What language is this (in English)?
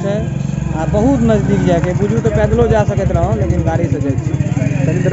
Maithili